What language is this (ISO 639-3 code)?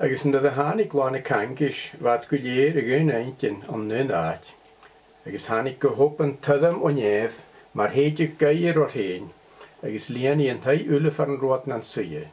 gla